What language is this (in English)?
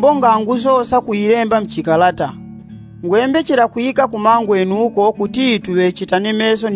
Yao